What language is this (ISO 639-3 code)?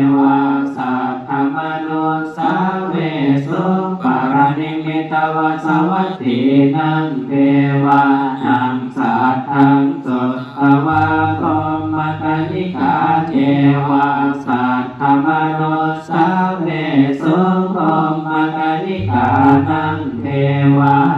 pli